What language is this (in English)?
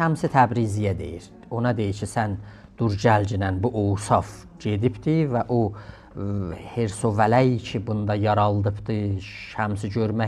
South Azerbaijani